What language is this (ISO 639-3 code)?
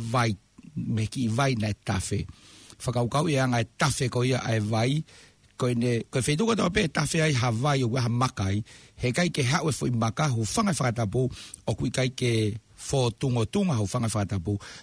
ton